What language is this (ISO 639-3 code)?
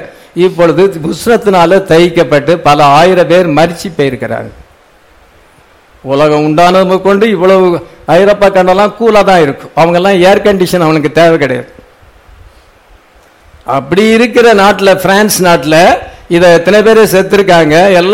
tam